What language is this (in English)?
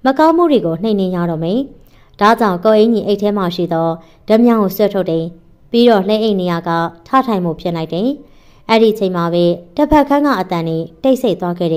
Burmese